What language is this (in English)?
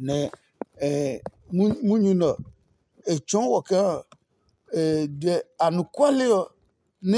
Adangme